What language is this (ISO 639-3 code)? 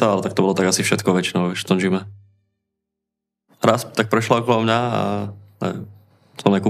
slk